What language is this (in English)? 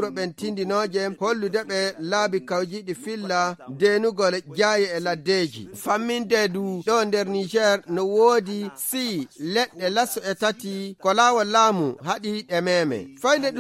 Fula